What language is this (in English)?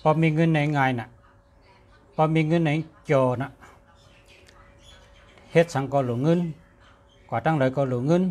Shan